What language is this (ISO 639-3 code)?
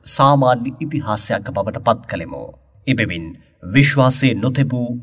sin